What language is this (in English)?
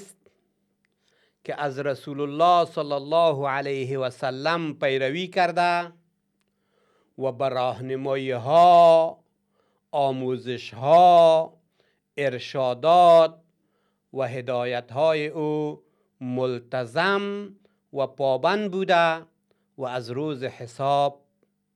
Persian